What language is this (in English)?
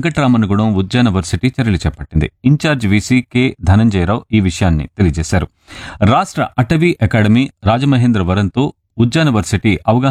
Telugu